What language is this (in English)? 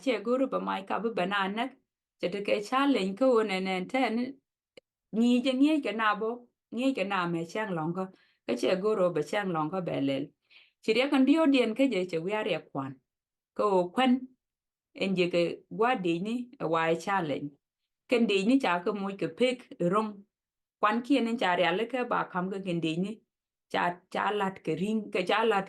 Nuer